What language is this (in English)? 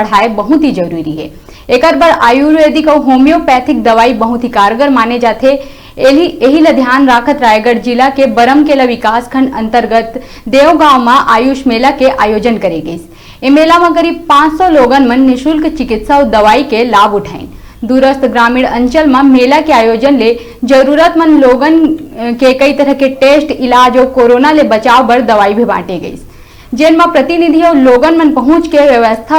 Chhattisgarhi